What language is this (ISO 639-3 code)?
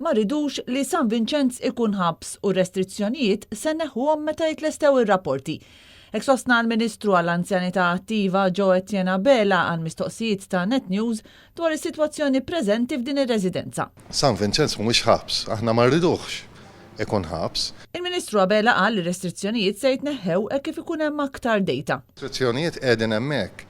mlt